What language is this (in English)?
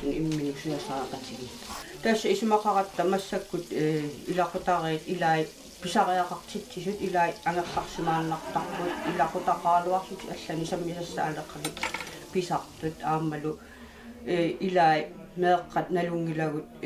Kalaallisut